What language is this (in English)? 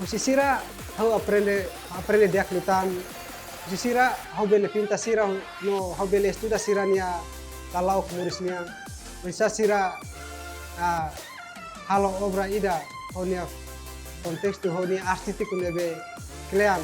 Tetum